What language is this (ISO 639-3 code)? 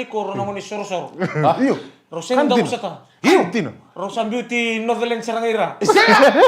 fij